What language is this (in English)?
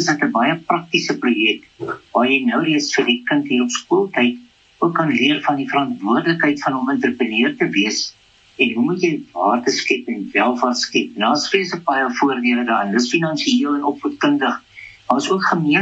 Afrikaans